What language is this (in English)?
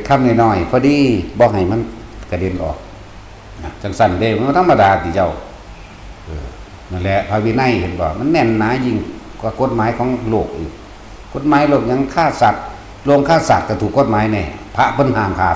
Northeastern Thai